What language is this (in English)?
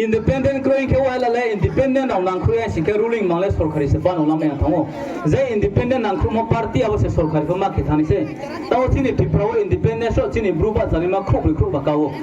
Riang (India)